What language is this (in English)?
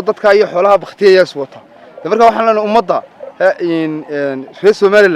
Somali